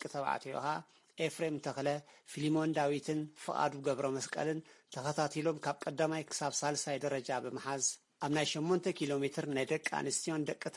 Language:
Tigrinya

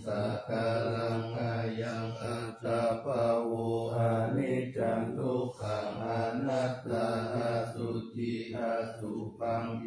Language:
Pali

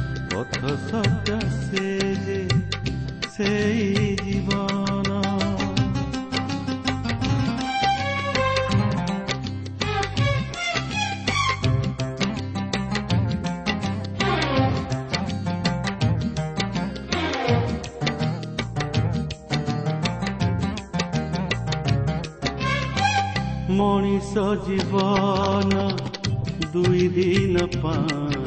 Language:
Odia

